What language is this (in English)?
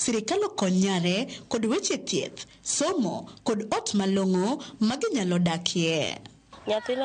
Luo (Kenya and Tanzania)